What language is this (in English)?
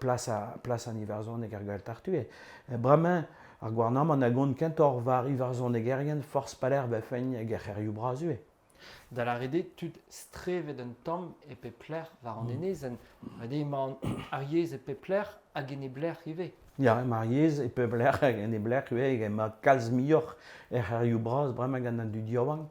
Breton